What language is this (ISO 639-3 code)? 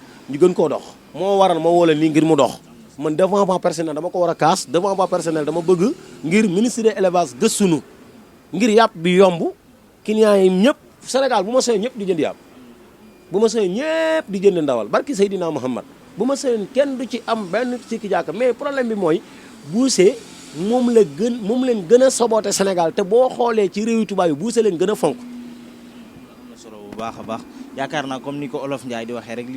wol